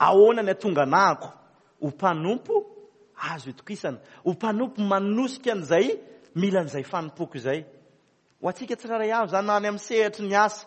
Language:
Malagasy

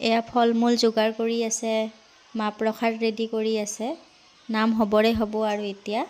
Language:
Assamese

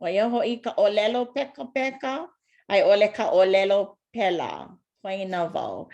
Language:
Hawaiian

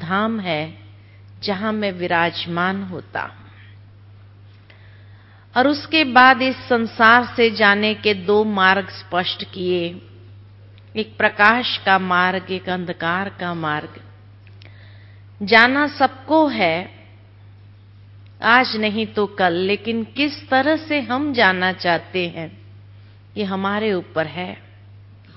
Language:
Hindi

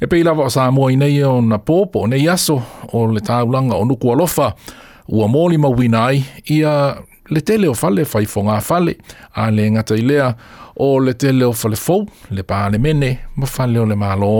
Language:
Samoan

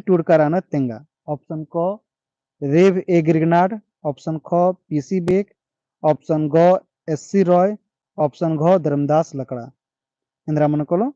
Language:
Kurukh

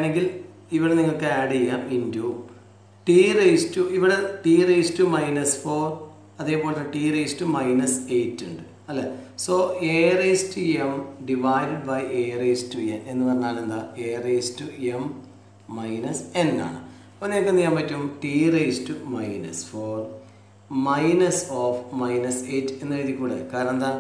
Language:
Malayalam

